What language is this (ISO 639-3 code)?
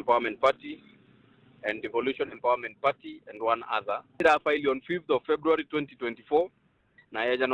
mer